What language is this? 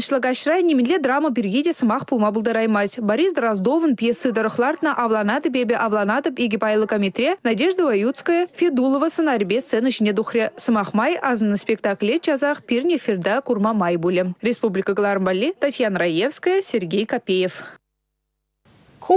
Chuvash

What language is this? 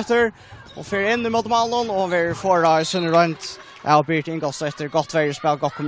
Faroese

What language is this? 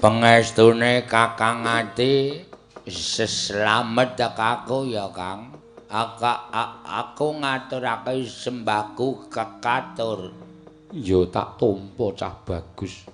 Javanese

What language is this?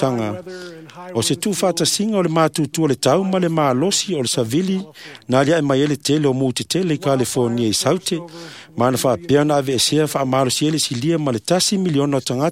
Samoan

